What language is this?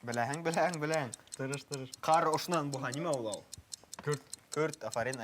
Bashkir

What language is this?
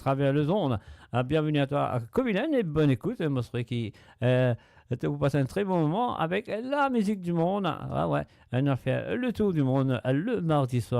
Morisyen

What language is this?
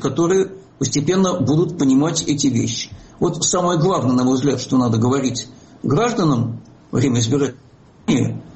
Russian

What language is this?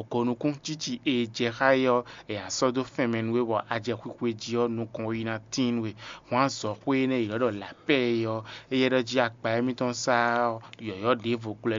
Fon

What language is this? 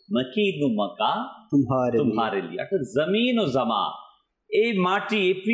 Bangla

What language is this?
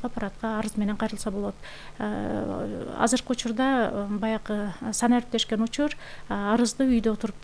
Kyrgyz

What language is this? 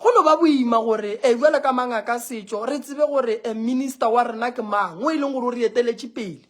Northern Sotho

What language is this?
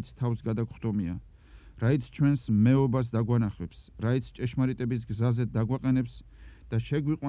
Georgian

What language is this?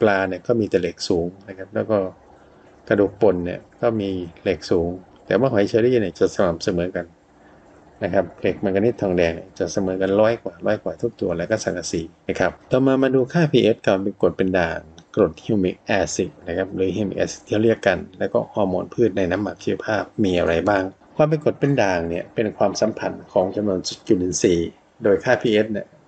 Thai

